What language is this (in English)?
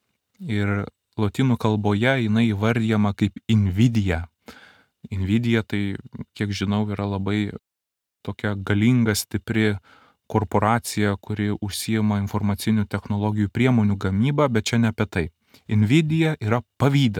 Lithuanian